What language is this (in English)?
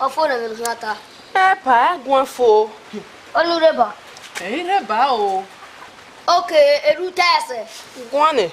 Bini